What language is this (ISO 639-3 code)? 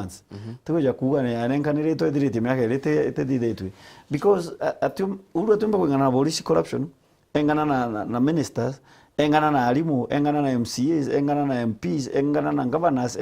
mer